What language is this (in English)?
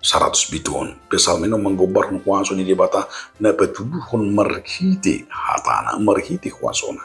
Batak Toba